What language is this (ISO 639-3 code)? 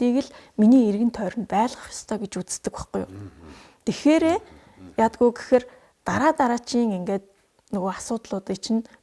mon